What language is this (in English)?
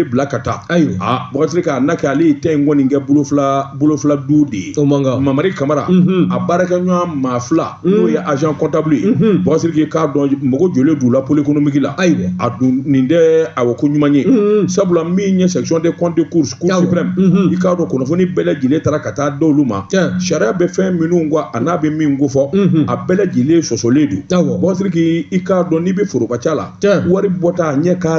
Bambara